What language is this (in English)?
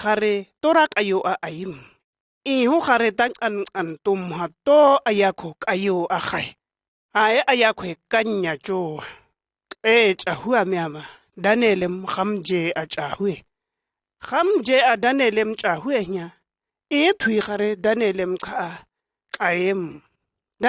Shua